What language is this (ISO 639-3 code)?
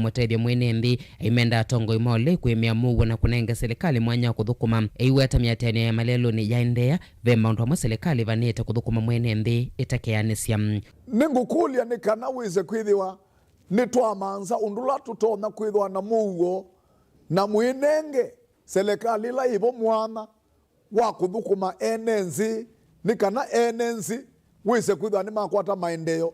kam